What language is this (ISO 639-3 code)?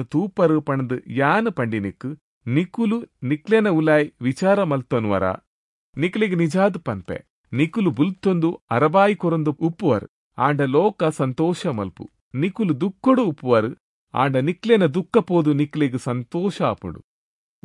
tcy